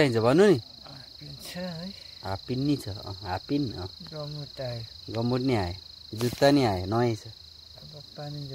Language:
Nepali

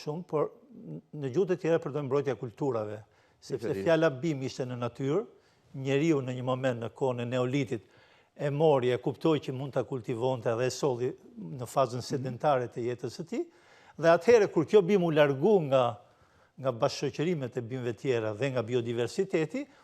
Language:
Albanian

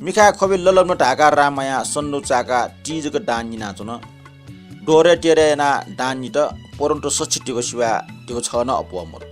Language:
Newari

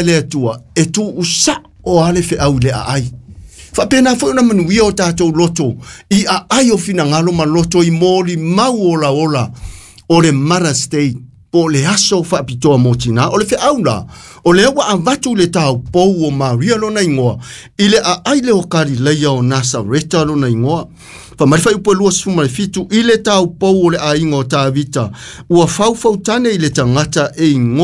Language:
Samoan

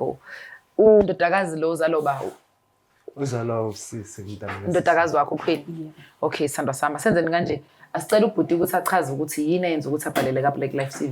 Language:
Zulu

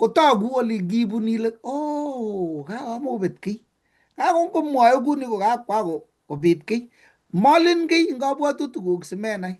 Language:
Kalenjin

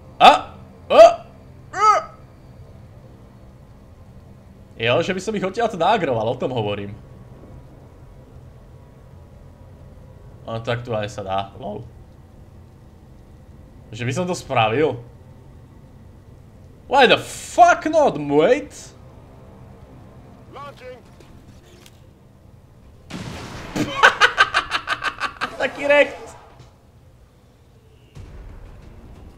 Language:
Slovak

